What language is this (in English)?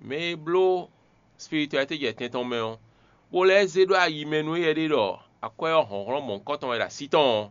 Fon